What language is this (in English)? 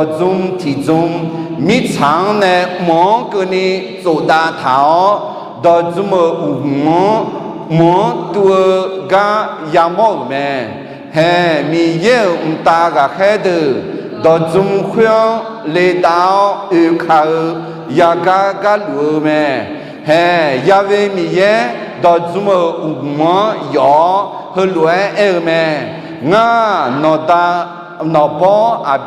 Akha